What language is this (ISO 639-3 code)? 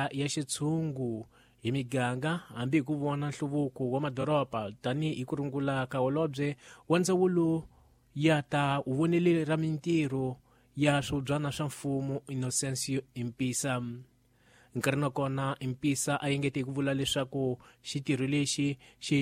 tso